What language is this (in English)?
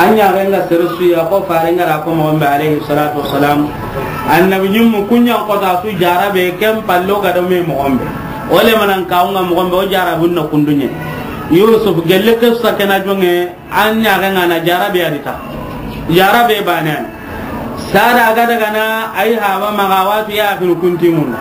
Soninke